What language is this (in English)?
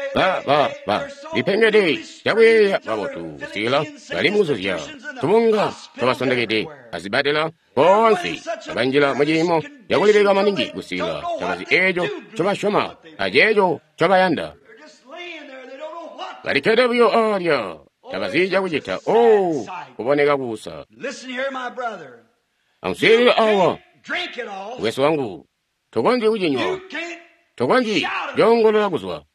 Tonga (Zambia)